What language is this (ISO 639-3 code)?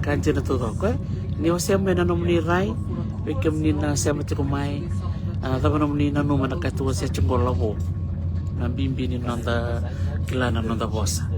fij